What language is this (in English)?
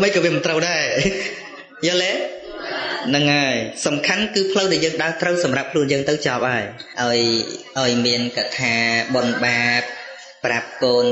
Khmer